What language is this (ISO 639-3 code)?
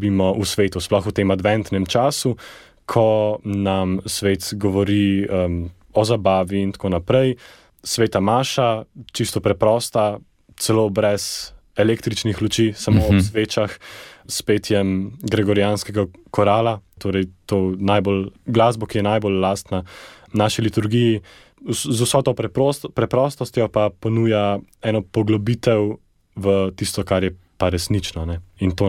slv